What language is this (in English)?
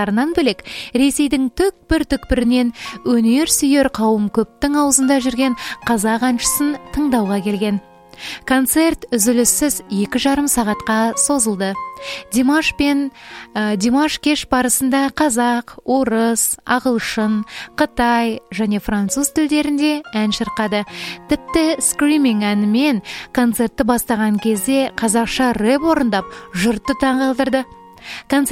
Kazakh